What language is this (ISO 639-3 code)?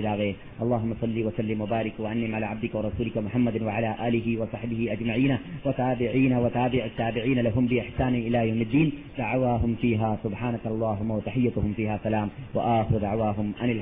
mal